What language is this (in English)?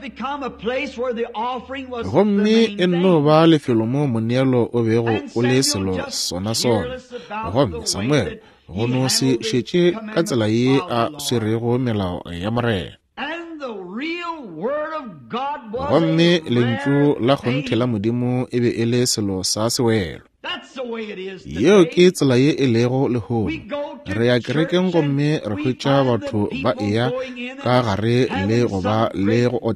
Northern Sotho